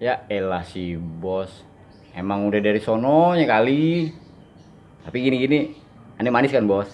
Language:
Betawi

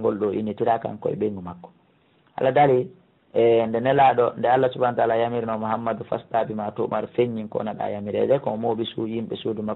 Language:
Fula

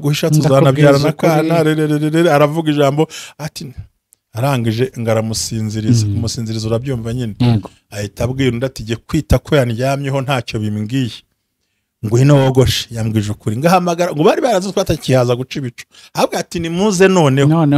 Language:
Kinyarwanda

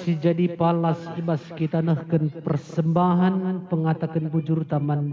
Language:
Batak Karo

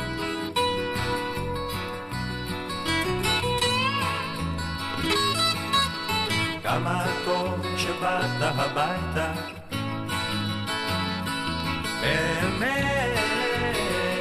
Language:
Hebrew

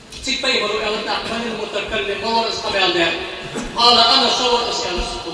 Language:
Ingush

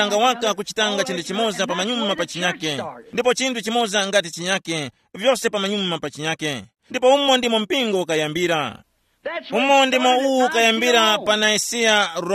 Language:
Tumbuka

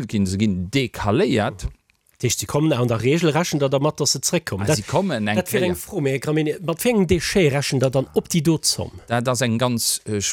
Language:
Luxembourgish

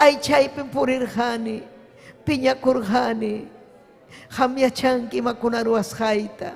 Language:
Ayacucho Quechua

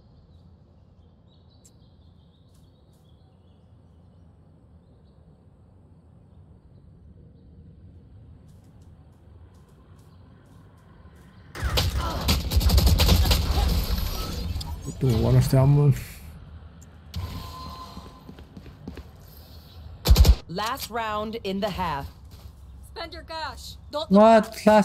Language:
Finnish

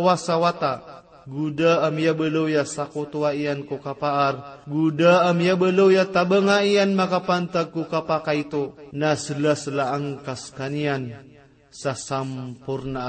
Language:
Maranao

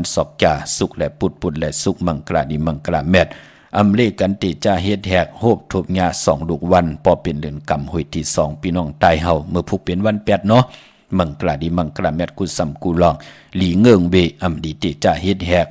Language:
Shan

